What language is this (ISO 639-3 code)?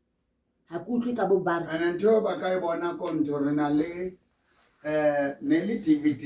sot